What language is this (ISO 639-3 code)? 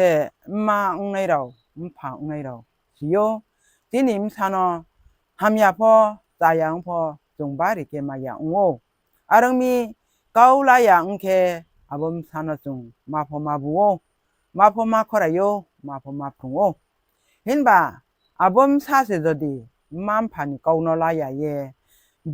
ria